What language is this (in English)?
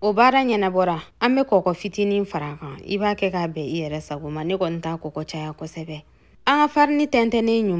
Bambara